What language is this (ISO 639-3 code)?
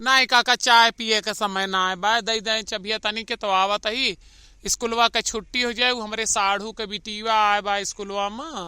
awa